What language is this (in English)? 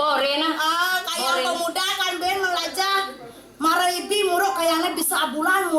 Balinese